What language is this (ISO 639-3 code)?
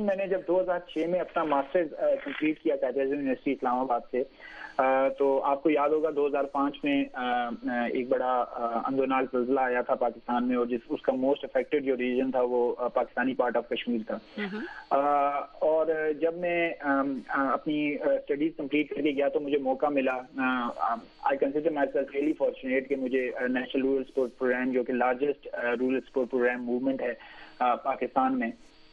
urd